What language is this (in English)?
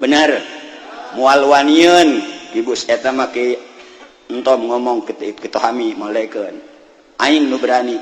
Sundanese